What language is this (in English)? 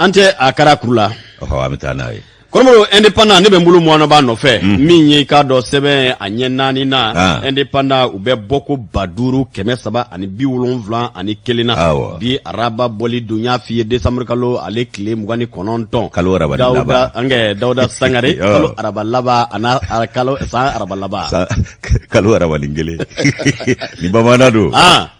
Bambara